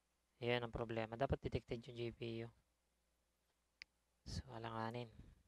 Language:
Filipino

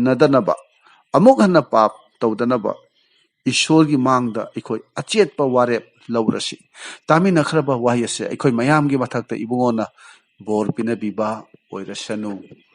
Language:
Manipuri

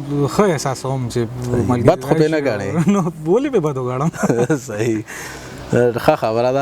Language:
Pashto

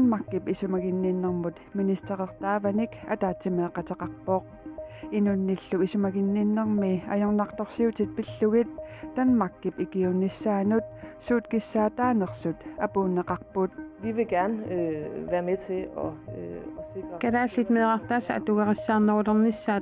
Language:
Kalaallisut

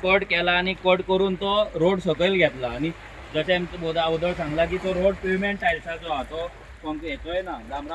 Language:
Konkani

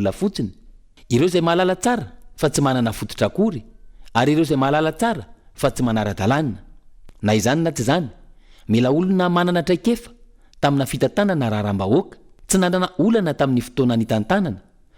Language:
Malagasy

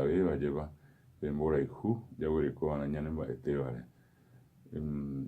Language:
Guarani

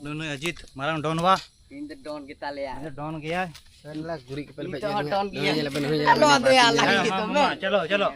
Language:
Santali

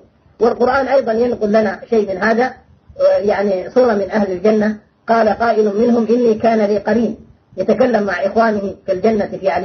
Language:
Arabic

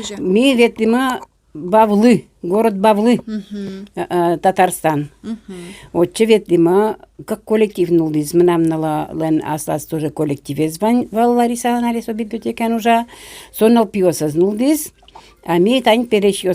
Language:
Udmurt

